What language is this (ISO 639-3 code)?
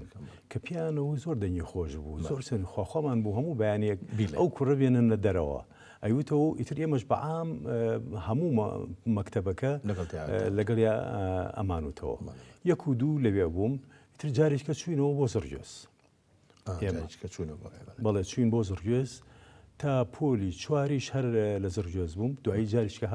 ckb